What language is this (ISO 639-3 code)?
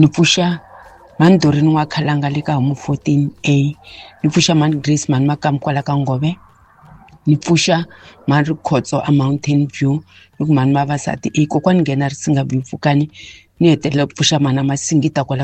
tso